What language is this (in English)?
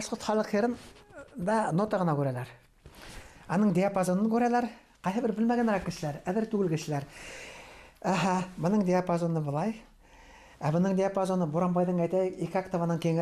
Bashkir